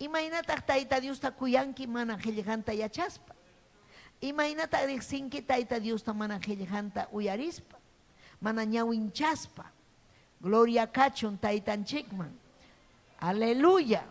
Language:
Ayacucho Quechua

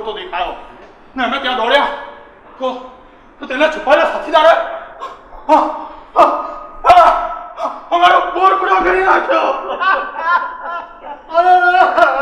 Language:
Gujarati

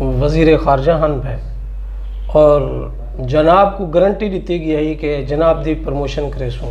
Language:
Saraiki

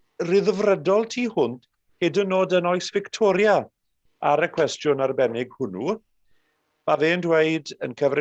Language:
Welsh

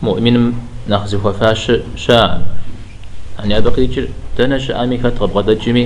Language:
Kabardian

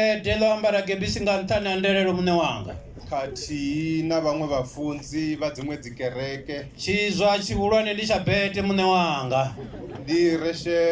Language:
Venda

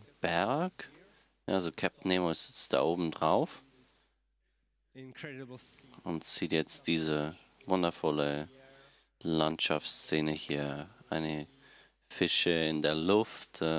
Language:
German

